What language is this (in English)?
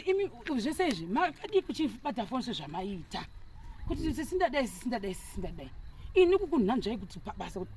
Shona